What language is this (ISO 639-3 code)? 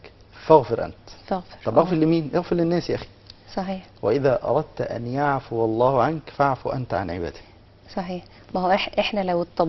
arz